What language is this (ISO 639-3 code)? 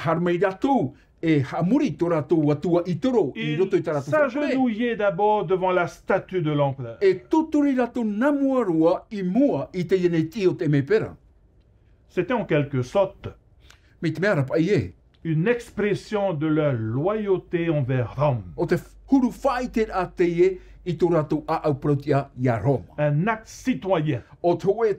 tah